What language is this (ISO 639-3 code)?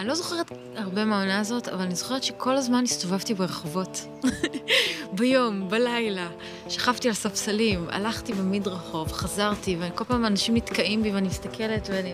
heb